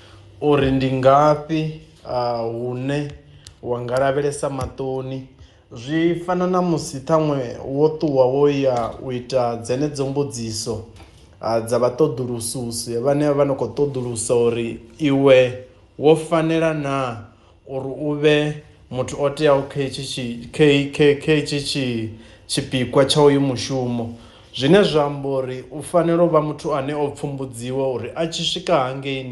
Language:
Venda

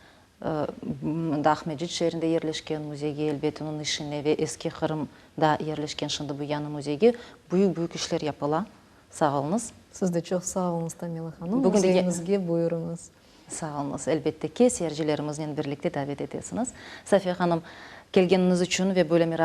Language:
Crimean Tatar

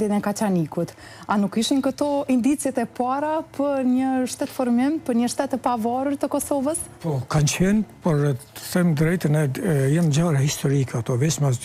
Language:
Albanian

